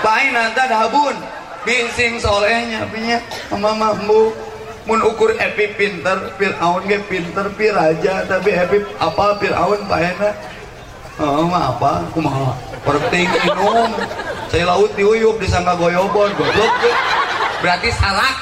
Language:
Sundanese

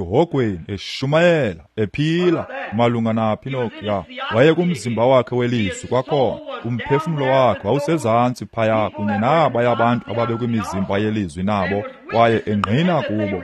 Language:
Xhosa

